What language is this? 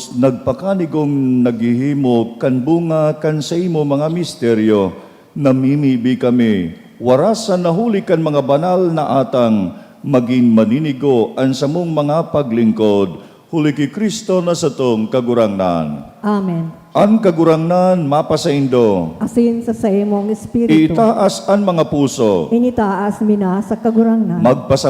Bikol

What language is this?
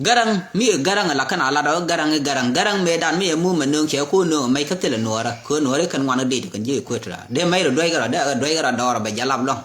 Nuer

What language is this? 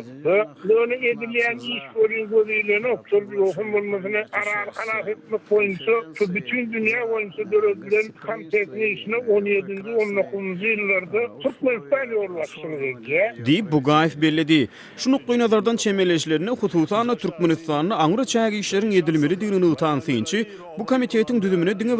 Turkmen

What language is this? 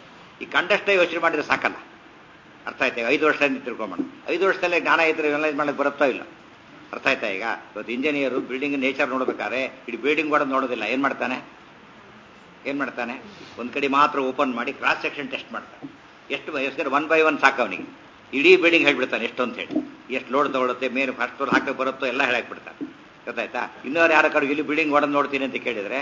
Kannada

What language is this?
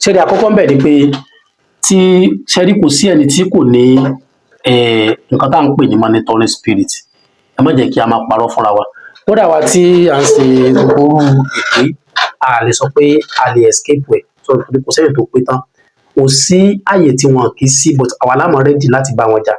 Yoruba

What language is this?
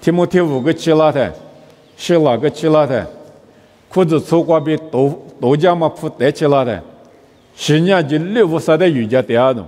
Lisu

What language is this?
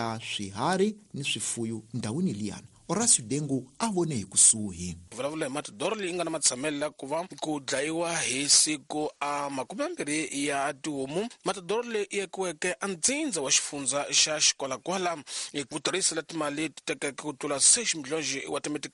Tsonga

